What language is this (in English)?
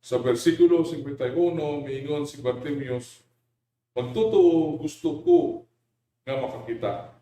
Cebuano